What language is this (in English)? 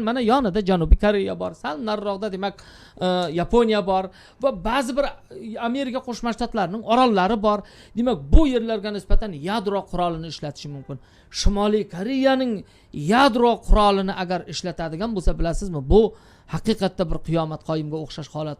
Uzbek